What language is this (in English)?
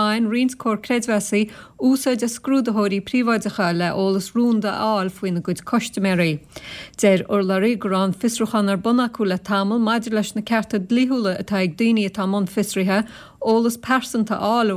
Irish